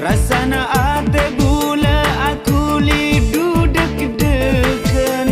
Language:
Madurese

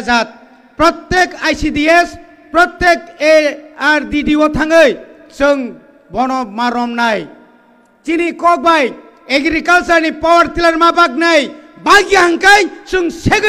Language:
Kok Borok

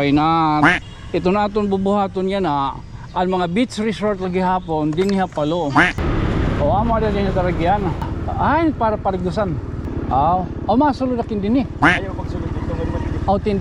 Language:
Waray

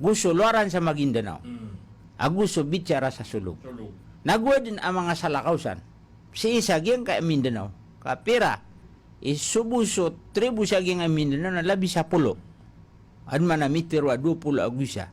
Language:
Maranao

